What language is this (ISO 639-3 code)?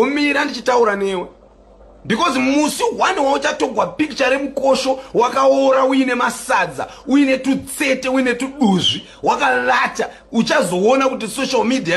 sna